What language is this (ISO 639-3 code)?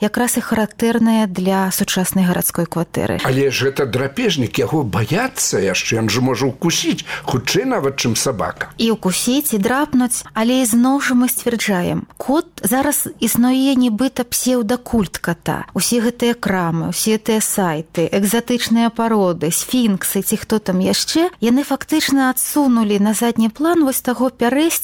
bel